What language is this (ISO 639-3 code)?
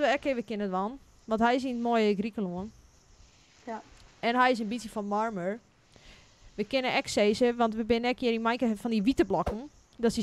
fry